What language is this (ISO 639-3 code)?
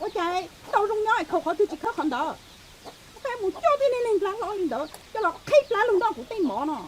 hmn